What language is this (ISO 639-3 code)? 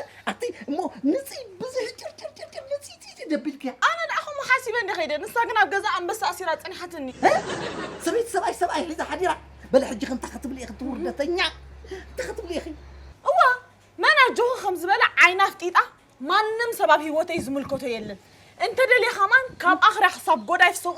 tir